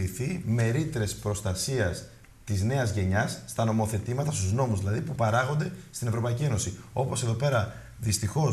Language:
Greek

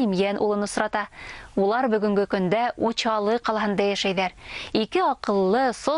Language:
Bashkir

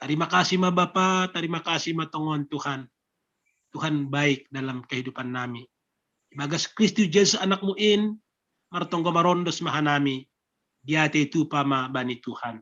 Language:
Batak Simalungun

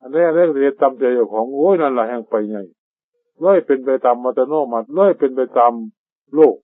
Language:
Northeastern Thai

